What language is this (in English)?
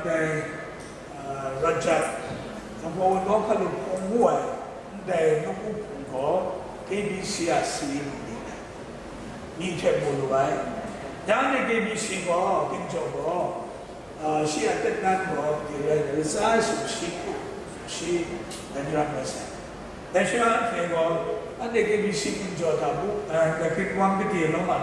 Kachin